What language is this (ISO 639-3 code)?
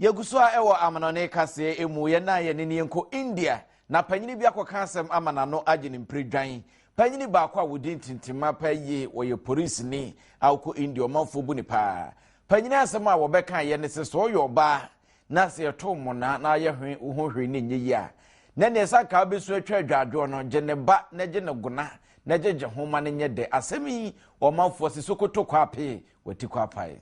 aka